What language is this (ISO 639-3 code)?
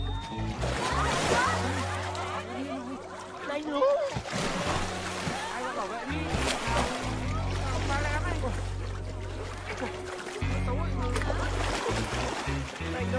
vie